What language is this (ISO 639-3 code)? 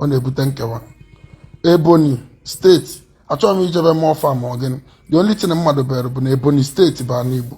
ibo